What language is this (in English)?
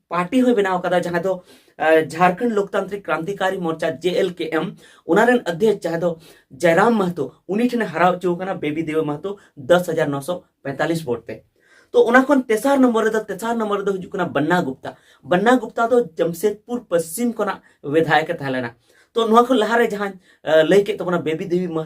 Santali